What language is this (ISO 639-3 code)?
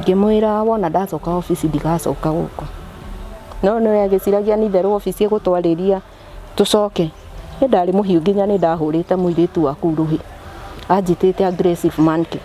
kik